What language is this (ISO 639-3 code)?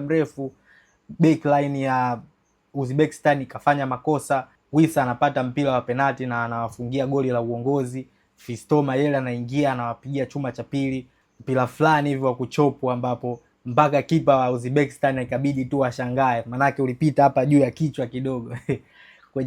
swa